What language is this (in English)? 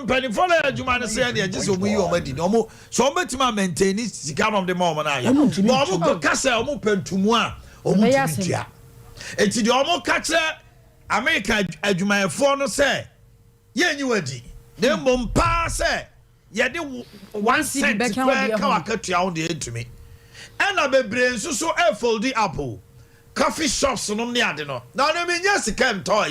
Akan